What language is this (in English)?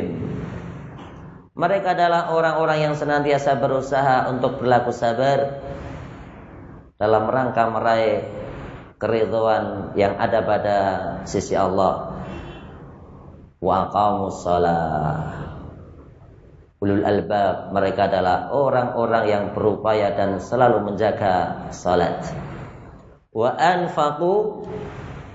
Indonesian